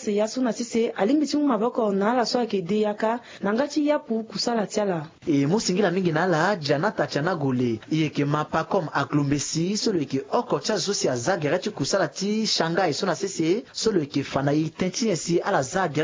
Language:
Sango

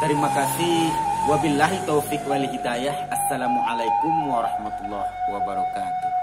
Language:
Minangkabau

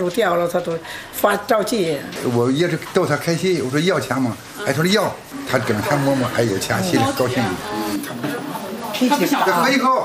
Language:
Chinese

